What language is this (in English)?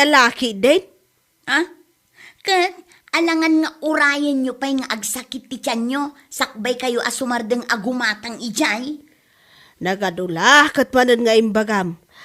Iloko